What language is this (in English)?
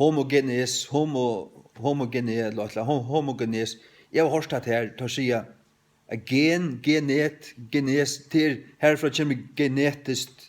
Faroese